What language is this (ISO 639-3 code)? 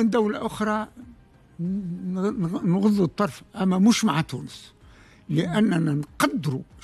aeb